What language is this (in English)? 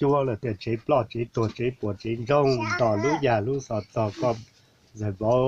Hmong